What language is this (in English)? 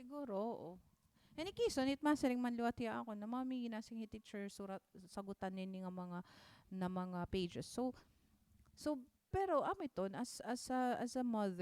Waray